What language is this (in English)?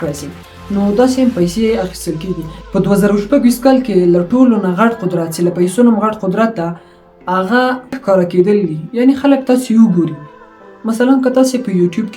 Pashto